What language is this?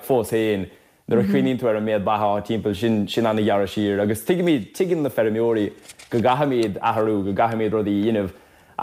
Irish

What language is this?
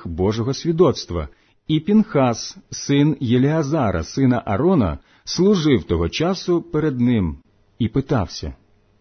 Ukrainian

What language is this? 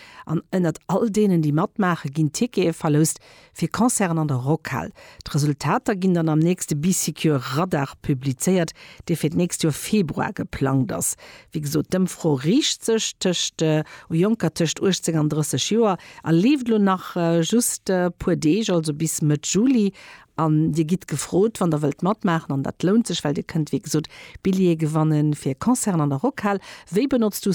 Luxembourgish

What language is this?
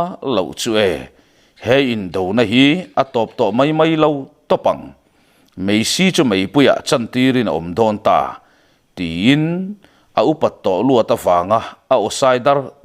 Mizo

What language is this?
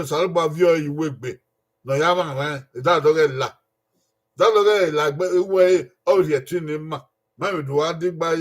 Bini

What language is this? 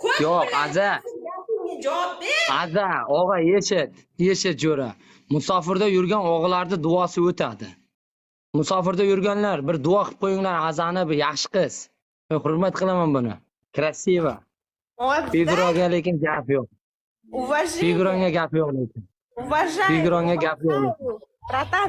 Uzbek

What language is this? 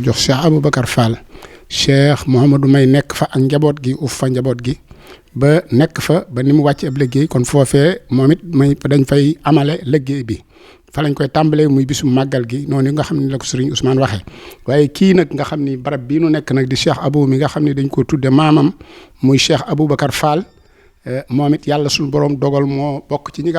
Wolof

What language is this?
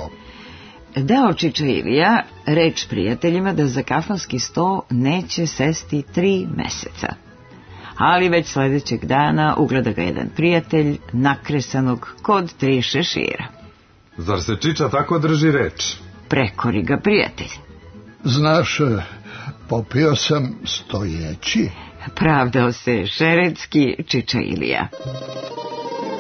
Serbian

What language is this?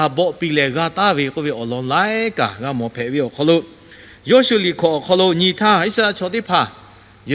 Lahu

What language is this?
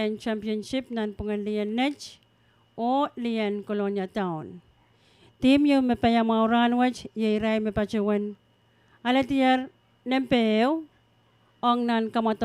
Pohnpeian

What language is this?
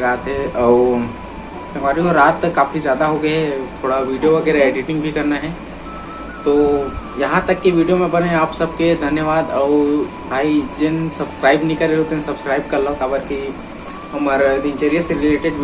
Chhattisgarhi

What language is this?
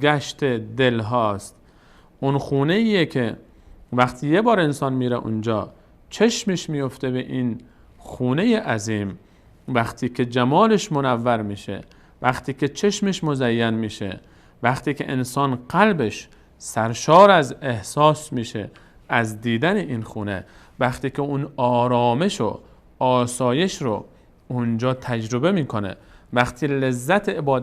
Persian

